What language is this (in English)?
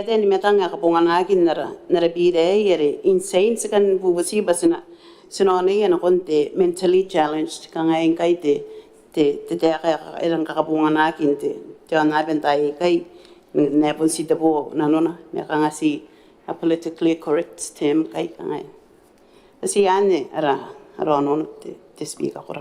Gilbertese